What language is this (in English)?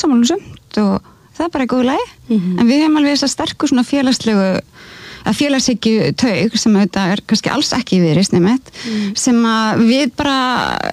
Icelandic